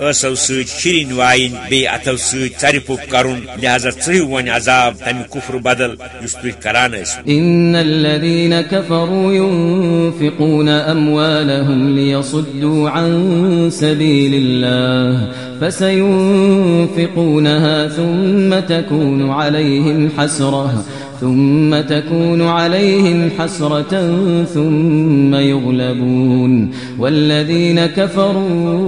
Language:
Kashmiri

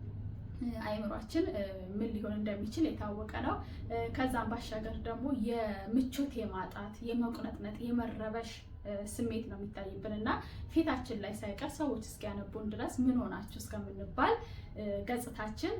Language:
Amharic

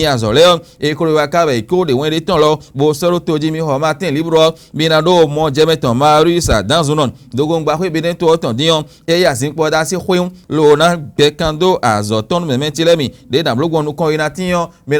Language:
Fon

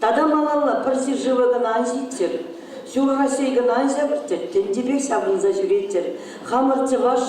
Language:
Chuvash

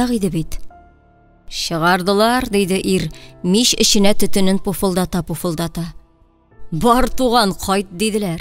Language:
Tatar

